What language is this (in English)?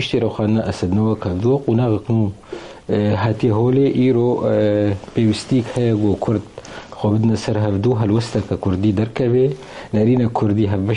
Kurdish